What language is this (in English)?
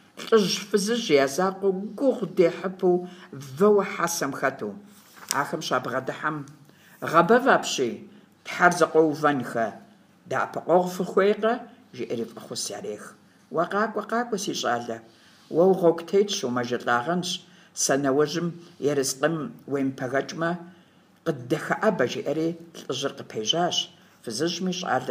Kabardian